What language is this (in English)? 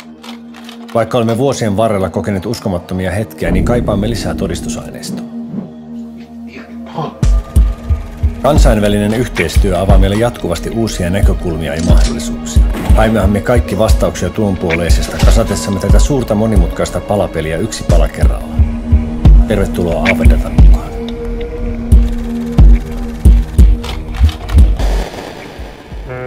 Finnish